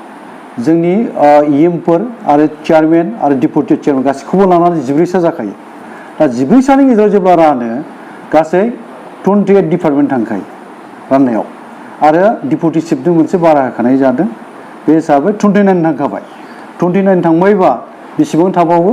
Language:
Bodo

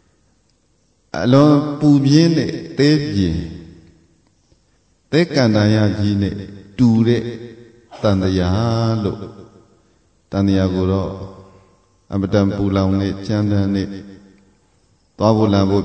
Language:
Burmese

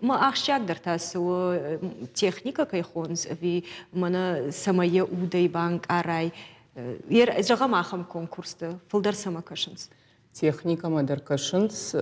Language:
Ossetic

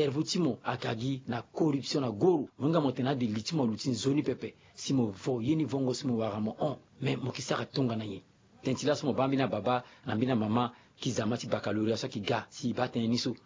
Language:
Sango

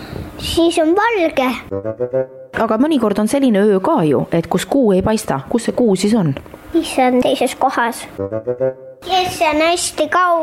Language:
Estonian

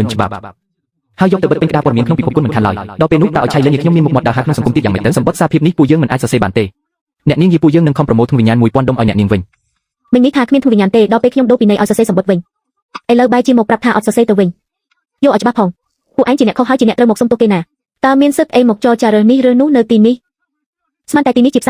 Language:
Khmer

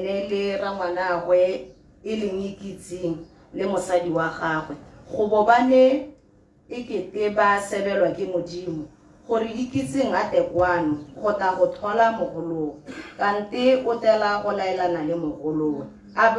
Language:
Tswana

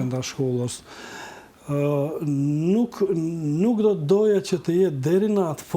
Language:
Albanian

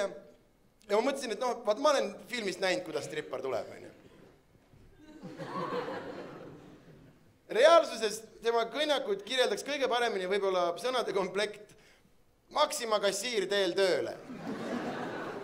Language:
Estonian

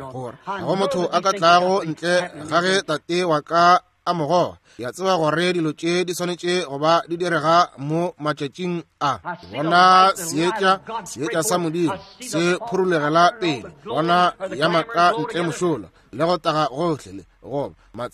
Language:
Northern Sotho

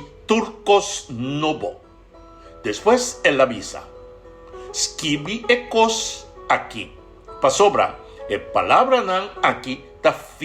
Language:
Papiamento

